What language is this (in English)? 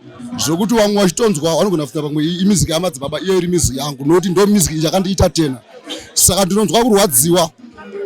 Shona